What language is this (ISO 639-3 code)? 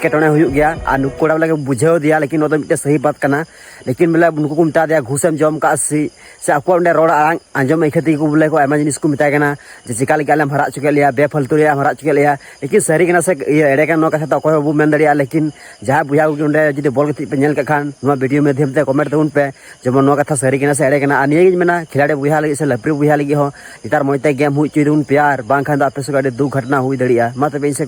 sat